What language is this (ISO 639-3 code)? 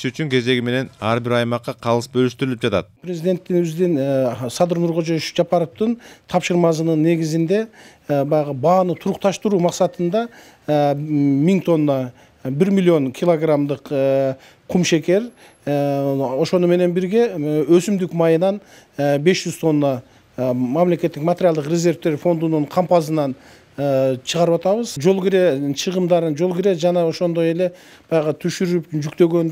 kir